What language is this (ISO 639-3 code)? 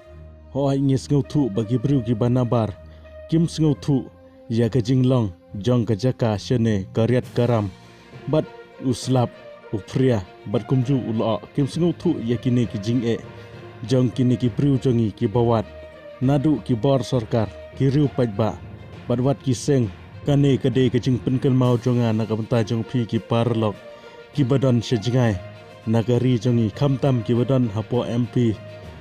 kha